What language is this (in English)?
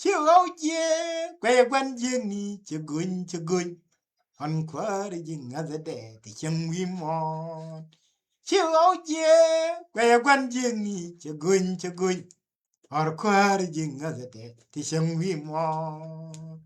Nuer